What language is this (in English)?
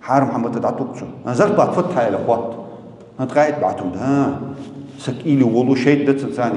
Ingush